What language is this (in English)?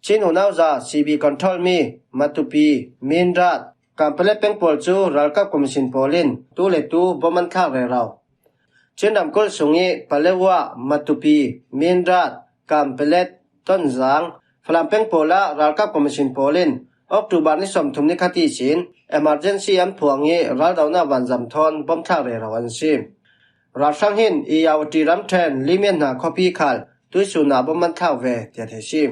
Falam Chin